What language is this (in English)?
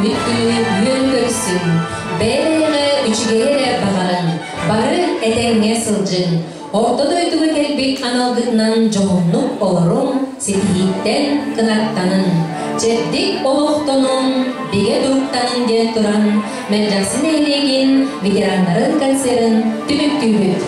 Yakut